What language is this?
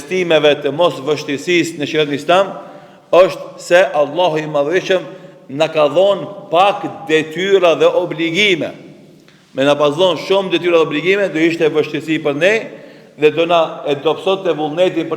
Albanian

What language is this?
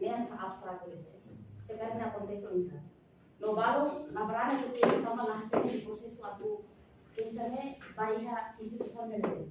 Tetum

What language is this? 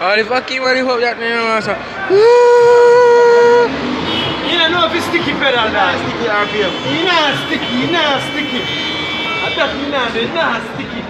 Jamaican Creole English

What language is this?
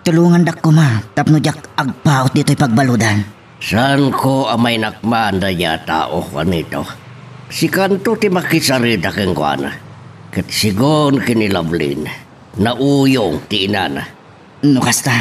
Iloko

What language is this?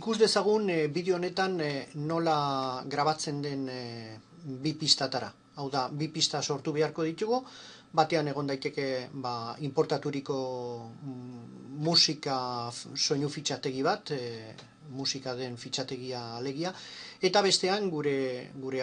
Basque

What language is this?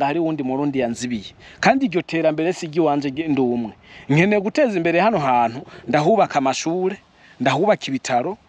Rundi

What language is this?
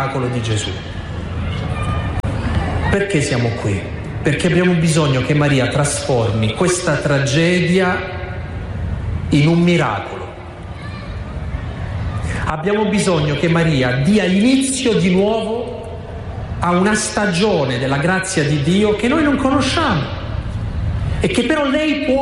Italian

